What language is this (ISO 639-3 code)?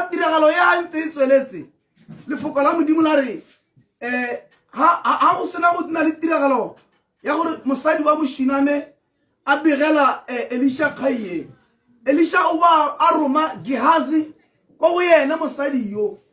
tsn